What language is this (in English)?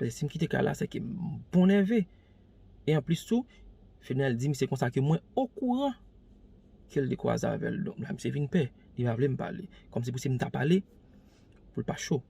Haitian Creole